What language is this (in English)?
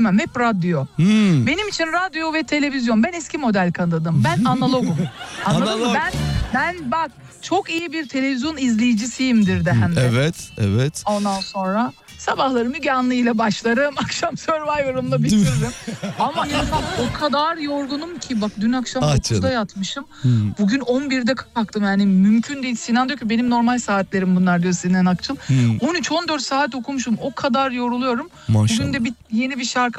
Turkish